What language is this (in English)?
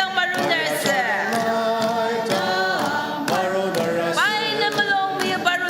Ao Naga